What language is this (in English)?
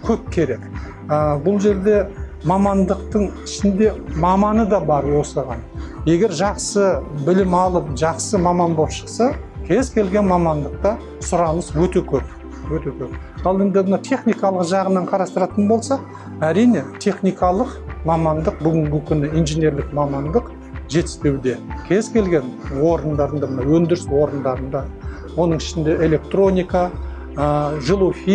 Kazakh